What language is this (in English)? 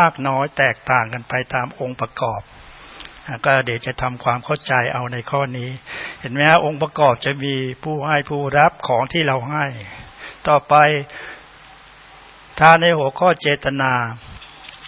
Thai